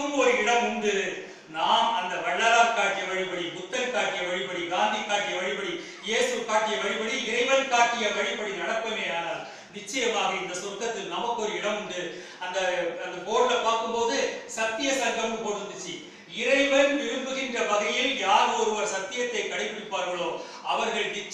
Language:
Tamil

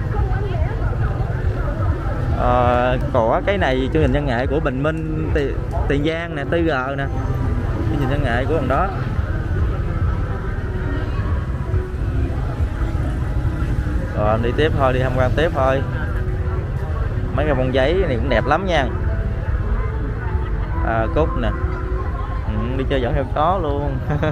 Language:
Vietnamese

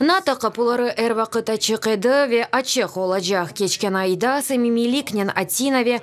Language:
Crimean Tatar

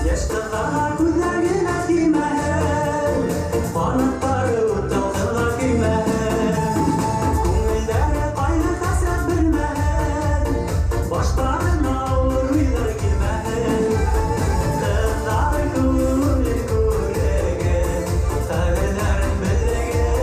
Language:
Bashkir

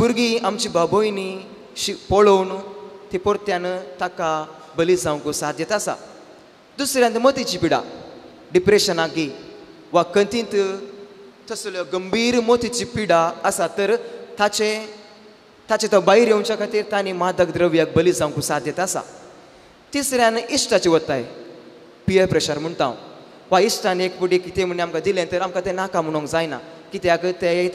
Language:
Konkani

